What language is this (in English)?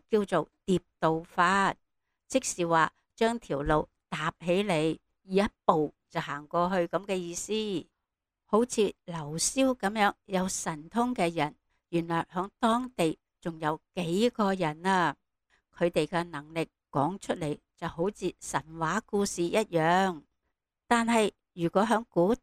Cantonese